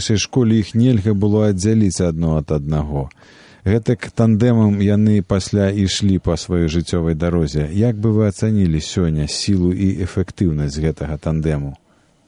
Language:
Belarusian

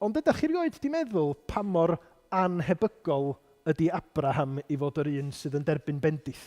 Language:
Welsh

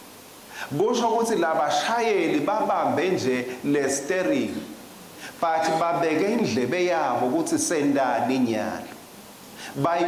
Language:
Swati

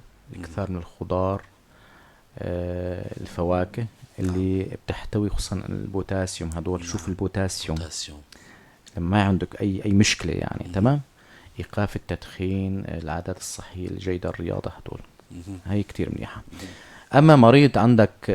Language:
North Levantine Arabic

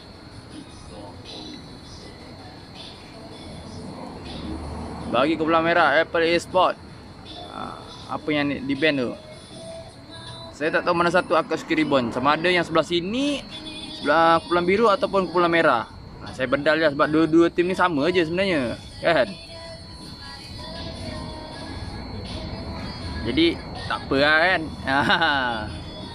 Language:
Malay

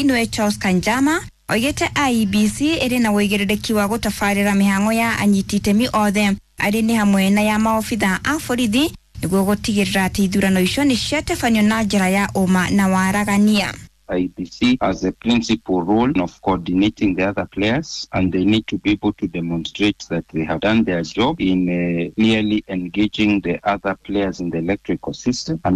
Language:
Kikuyu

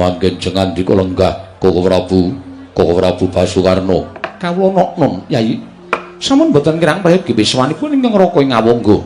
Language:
Javanese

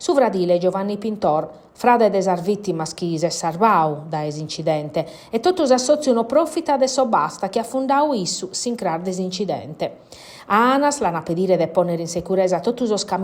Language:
Sardinian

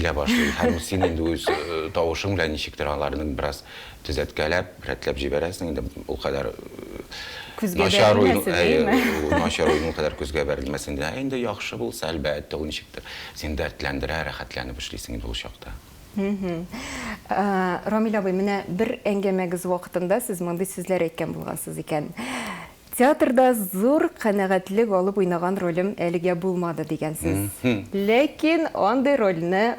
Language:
Tatar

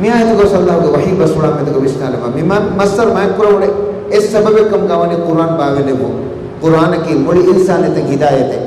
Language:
Divehi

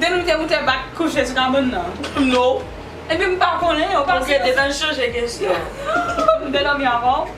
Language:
Haitian Creole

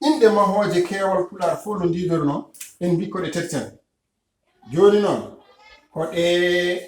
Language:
Fula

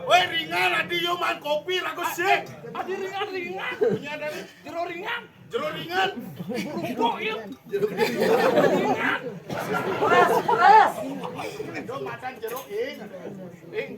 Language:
Balinese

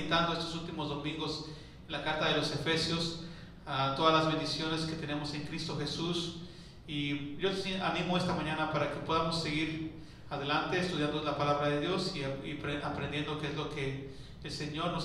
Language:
Spanish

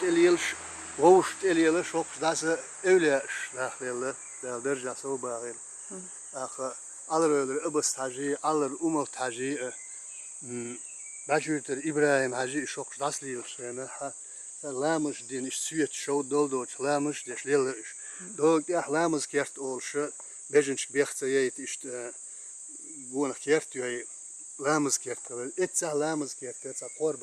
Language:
Chechen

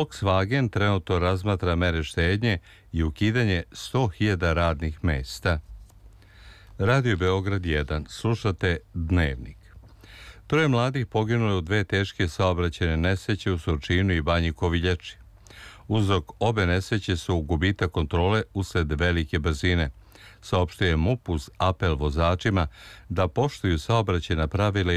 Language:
Serbian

